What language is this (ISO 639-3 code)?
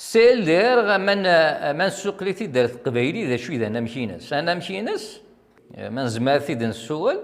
kab